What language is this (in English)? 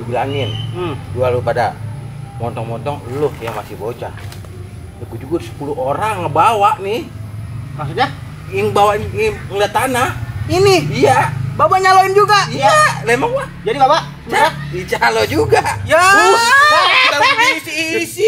Betawi